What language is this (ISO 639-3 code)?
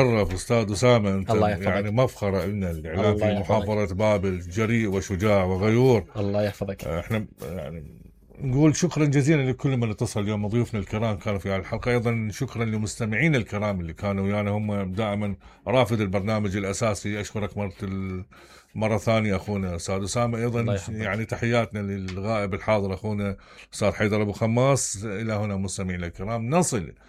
acm